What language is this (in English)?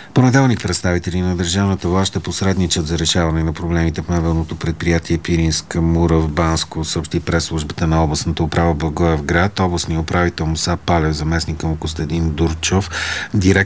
Bulgarian